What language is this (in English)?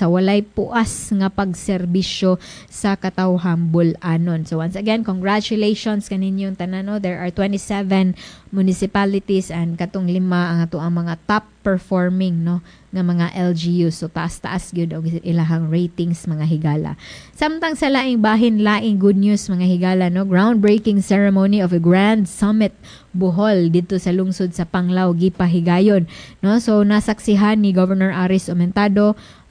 Cebuano